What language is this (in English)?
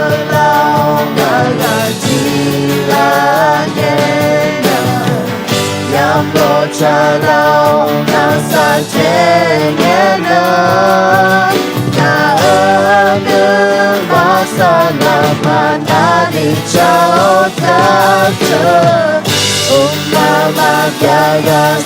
Akha